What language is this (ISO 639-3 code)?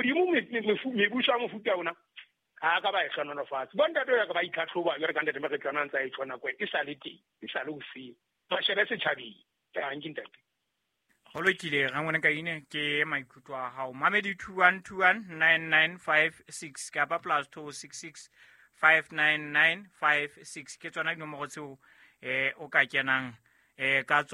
sot